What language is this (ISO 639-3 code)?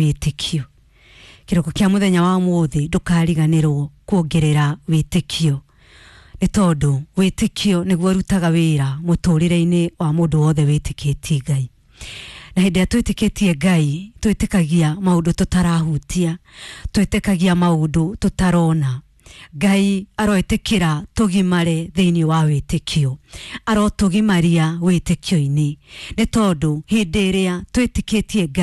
kik